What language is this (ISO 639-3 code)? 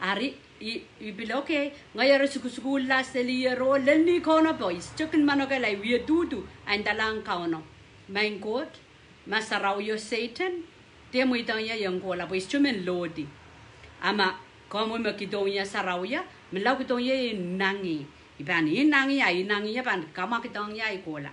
pon